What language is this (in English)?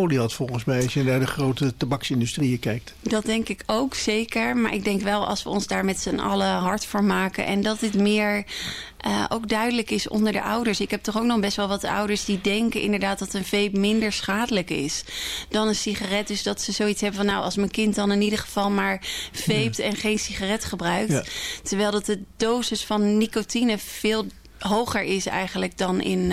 Dutch